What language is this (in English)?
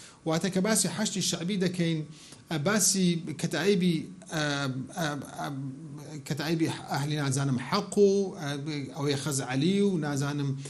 Central Kurdish